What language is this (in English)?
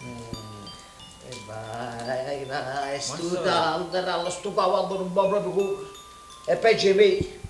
Neapolitan